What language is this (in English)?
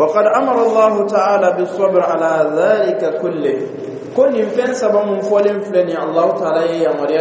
Dyula